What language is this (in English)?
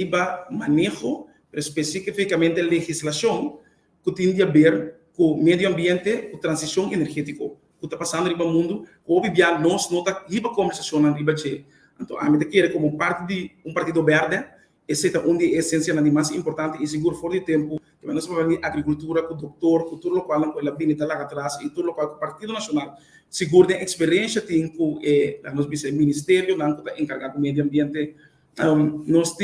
Papiamento